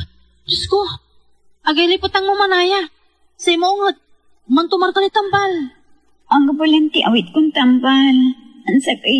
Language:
Pangasinan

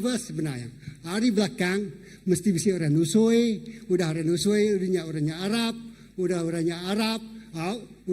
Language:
Iban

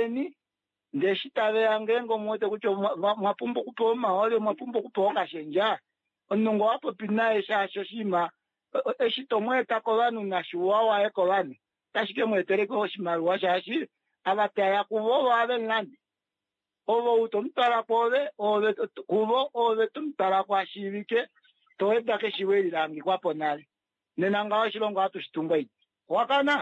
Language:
Kuanyama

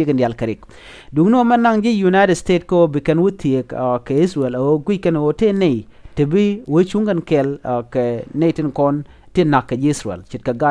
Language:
Nuer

